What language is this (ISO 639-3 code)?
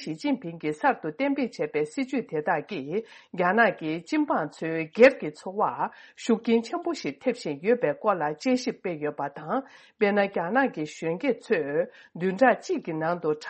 bod